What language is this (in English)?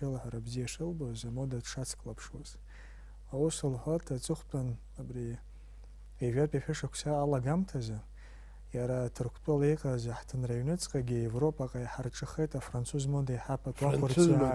Abkhazian